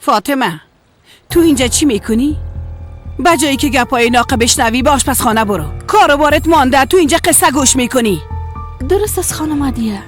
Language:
Persian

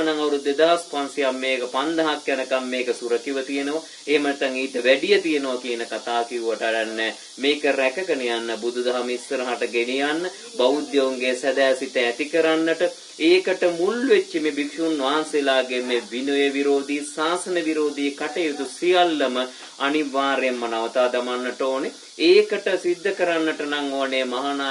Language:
Sinhala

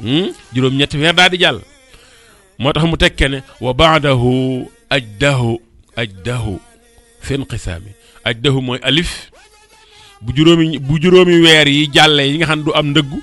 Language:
Wolof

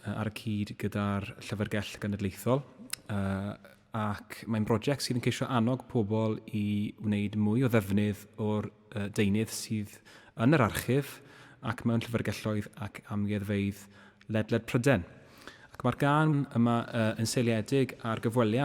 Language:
Welsh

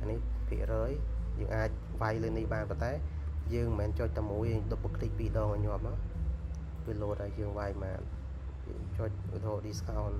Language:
Khmer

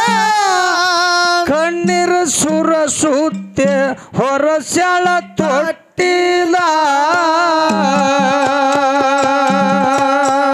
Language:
Kannada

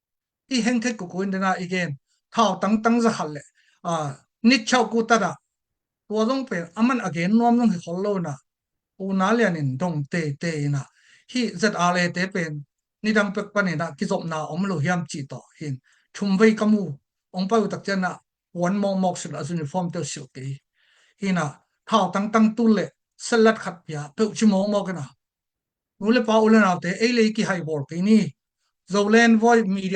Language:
Tedim Chin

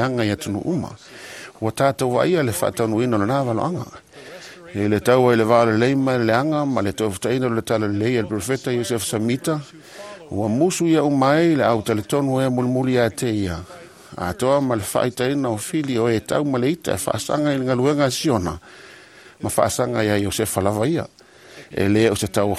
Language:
Samoan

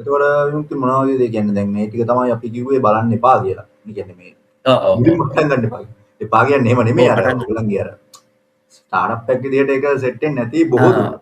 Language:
Sinhala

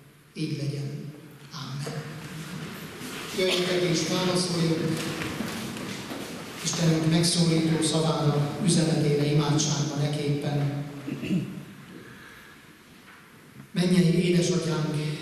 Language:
Hungarian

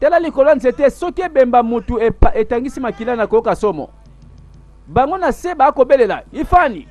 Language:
Lingala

